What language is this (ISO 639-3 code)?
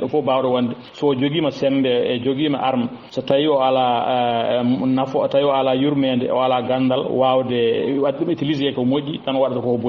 ful